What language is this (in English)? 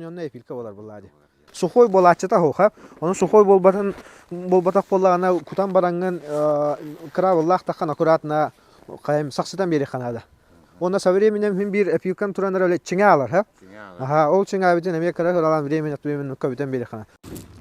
Yakut